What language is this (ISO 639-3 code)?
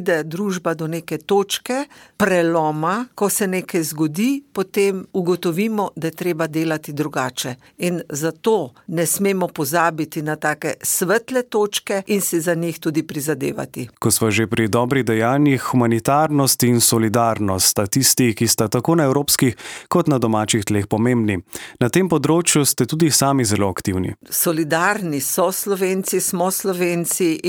slv